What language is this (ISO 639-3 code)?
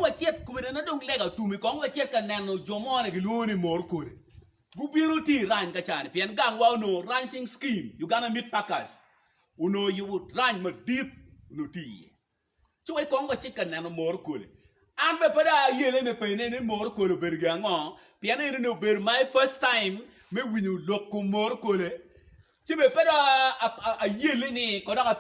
ach